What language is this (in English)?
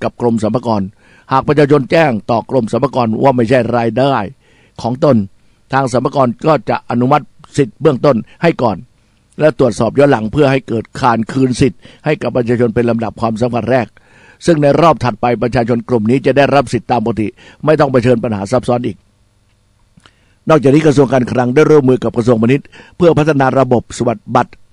Thai